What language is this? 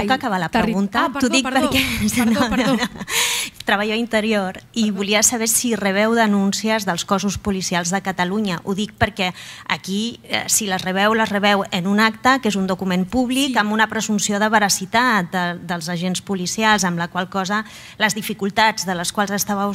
Catalan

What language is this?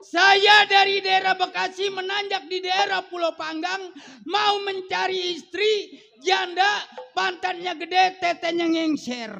Betawi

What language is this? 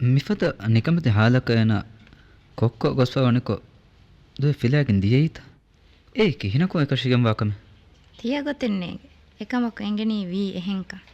Divehi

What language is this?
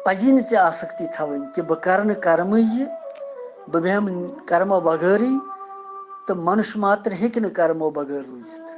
Kashmiri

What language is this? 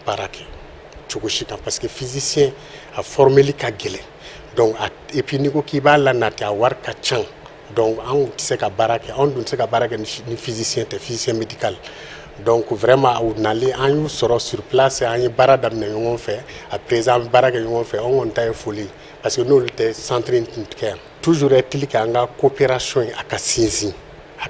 Bambara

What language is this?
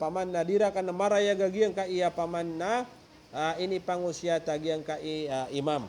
Maranao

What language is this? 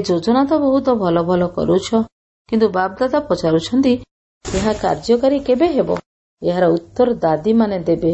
Odia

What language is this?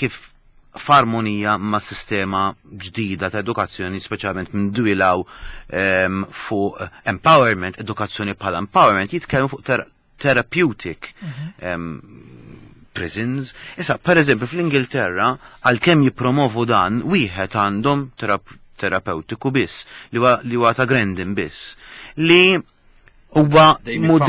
Maltese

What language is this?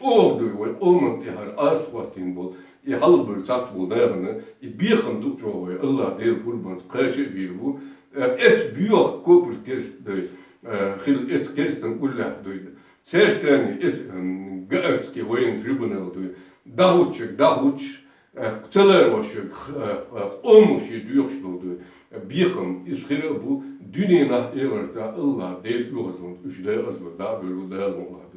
Chechen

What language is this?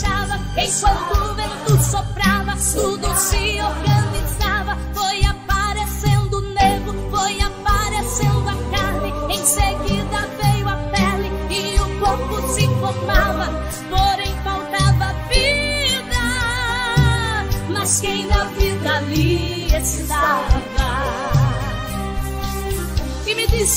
Portuguese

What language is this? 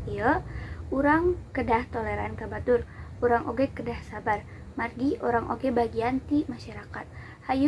Sundanese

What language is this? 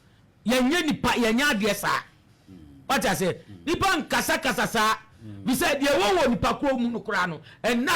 Akan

